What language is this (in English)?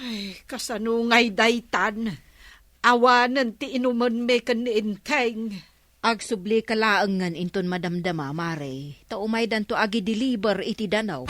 Iloko